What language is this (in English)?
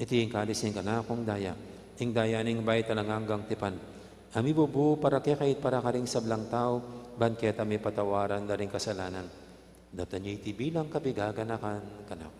Pampanga